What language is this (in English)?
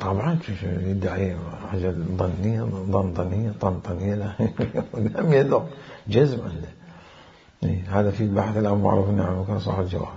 Mesopotamian Arabic